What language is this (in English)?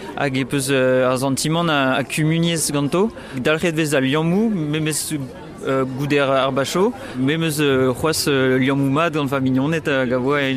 Breton